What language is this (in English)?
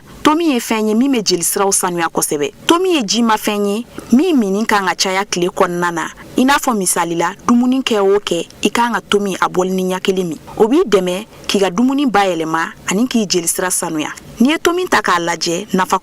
Bambara